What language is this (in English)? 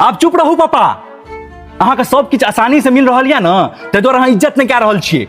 Maithili